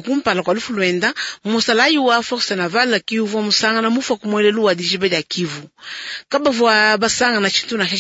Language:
Luba-Lulua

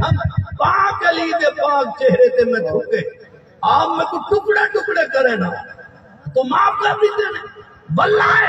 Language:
Saraiki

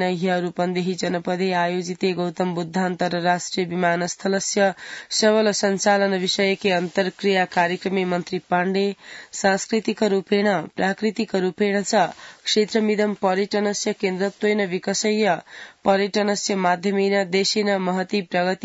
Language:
Sanskrit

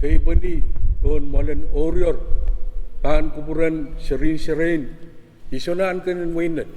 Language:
Pohnpeian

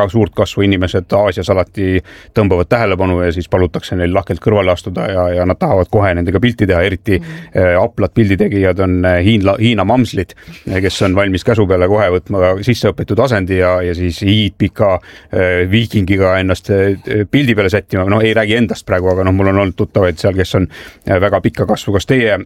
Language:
Estonian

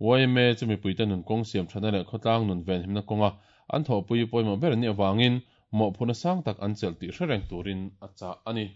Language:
Mizo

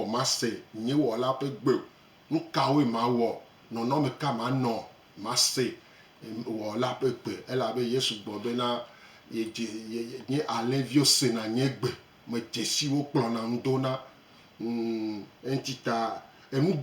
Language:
Gen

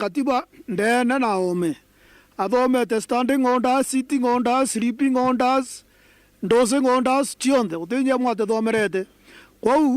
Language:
Meru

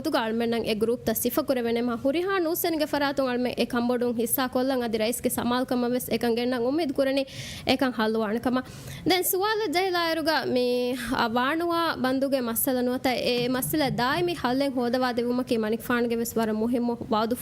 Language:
Divehi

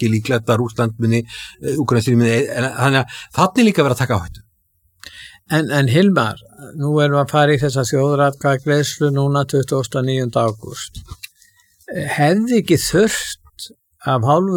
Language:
Icelandic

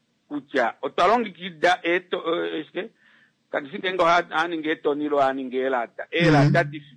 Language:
Kuanyama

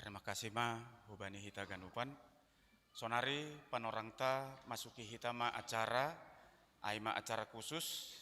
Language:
Batak Simalungun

